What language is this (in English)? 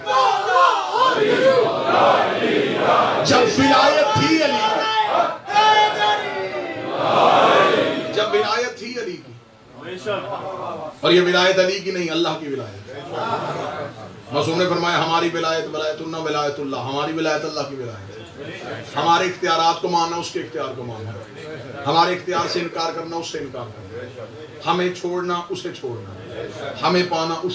Urdu